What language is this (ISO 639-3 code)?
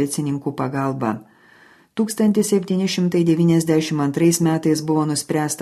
lit